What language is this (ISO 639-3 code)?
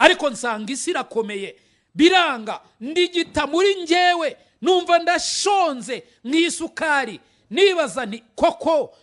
kin